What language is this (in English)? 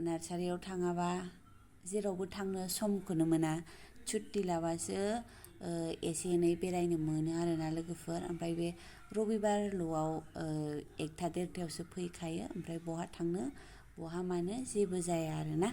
Bodo